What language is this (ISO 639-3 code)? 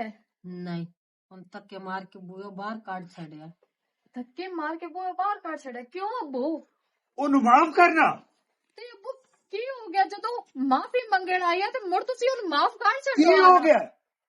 lah